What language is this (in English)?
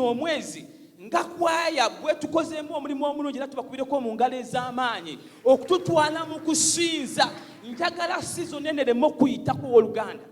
Ganda